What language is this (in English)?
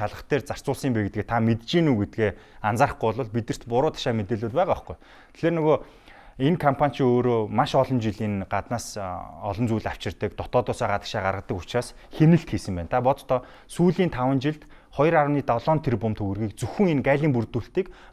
Mongolian